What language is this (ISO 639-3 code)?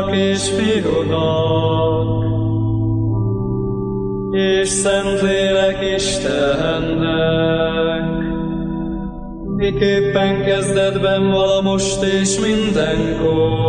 hun